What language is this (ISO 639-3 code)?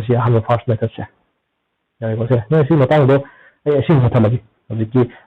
mni